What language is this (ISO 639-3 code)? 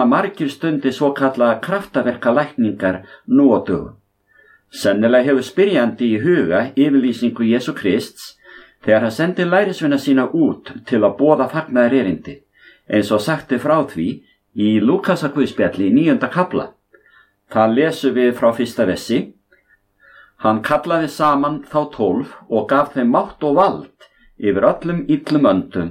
isl